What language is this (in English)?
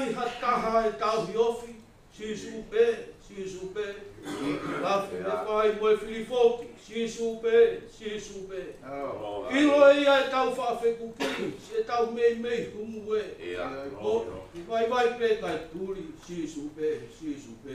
Tongan